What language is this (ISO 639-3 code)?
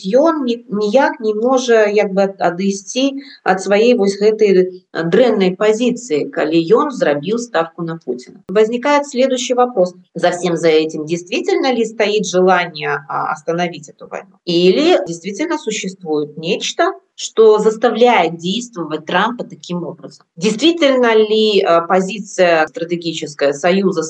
bel